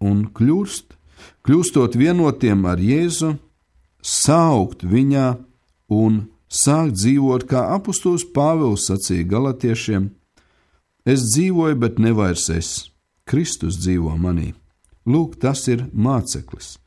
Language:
Latvian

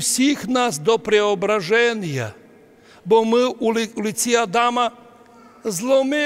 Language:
Rusyn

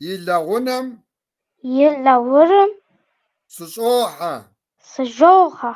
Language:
Kabardian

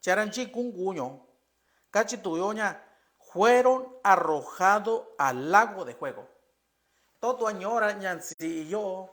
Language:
Mixtepec Mixtec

